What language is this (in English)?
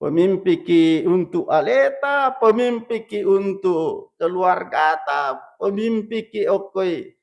Buginese